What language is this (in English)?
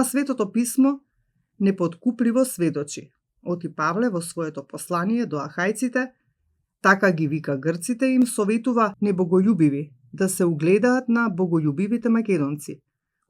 Macedonian